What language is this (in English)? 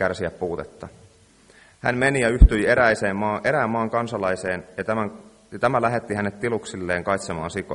Finnish